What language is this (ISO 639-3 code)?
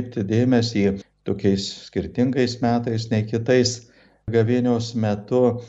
lit